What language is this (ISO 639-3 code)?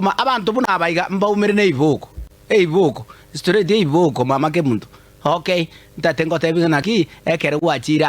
guz